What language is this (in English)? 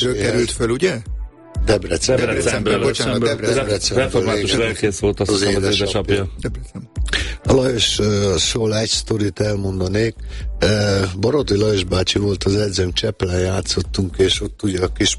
Hungarian